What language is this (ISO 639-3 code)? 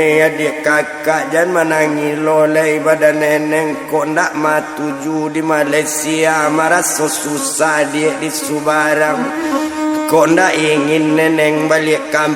min